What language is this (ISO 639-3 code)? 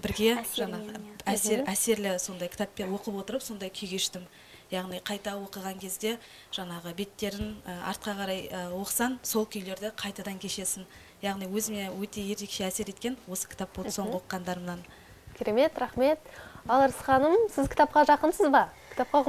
kaz